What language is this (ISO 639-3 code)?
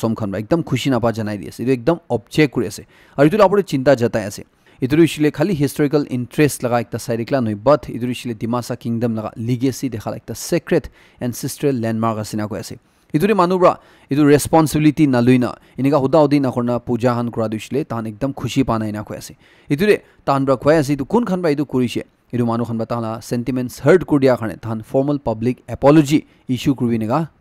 nag